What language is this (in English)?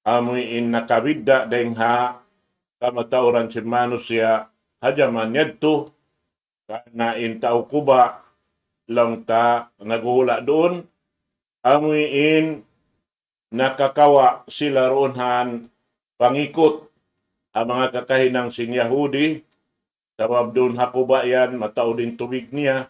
Tausug